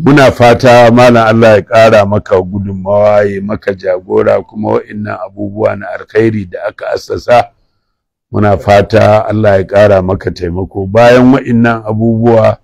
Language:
Hausa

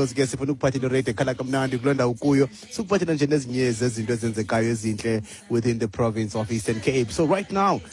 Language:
Xhosa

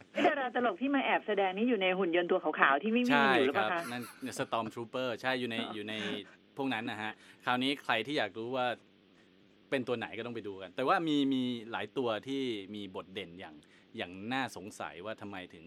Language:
Thai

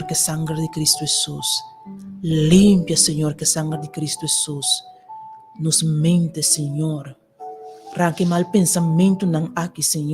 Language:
Papiamento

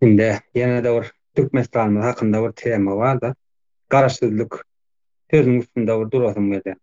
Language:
Turkmen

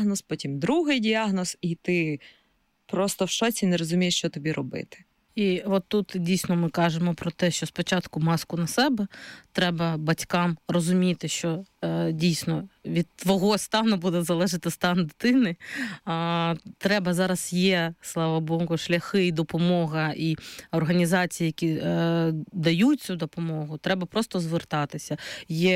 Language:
Ukrainian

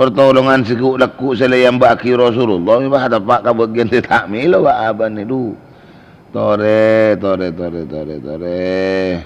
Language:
Madurese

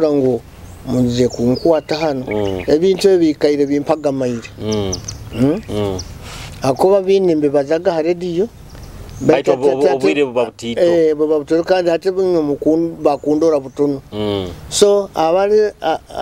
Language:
Nyoro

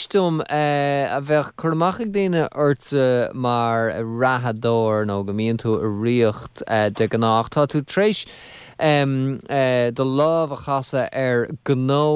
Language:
Irish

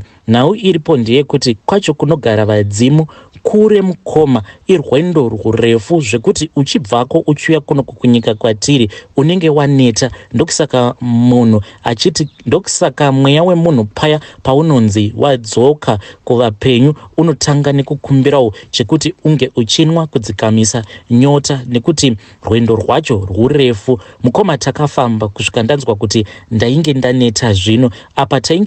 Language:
Shona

